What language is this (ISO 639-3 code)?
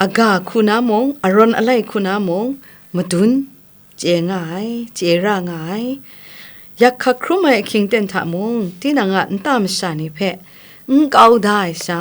kac